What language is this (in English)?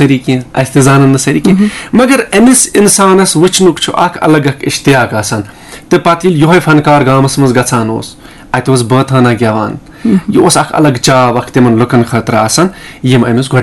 Kashmiri